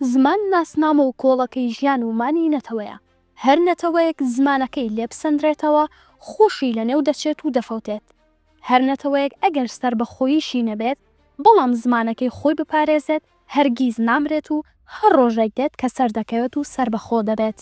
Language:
Central Kurdish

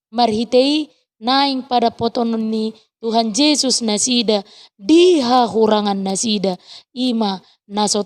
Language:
Batak Toba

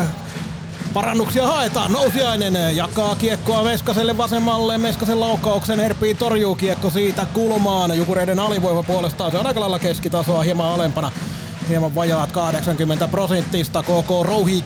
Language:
Finnish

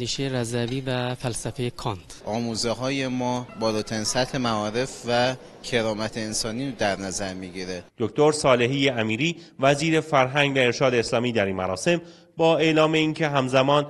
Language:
Persian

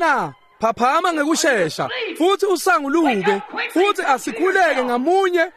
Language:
Swati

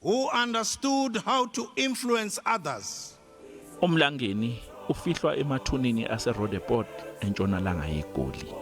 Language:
Zulu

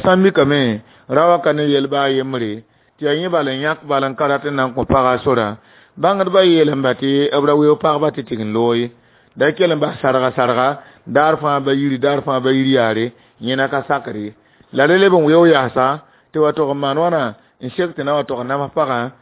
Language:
Mossi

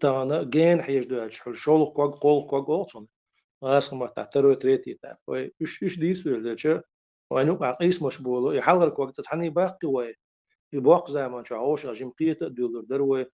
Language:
Chechen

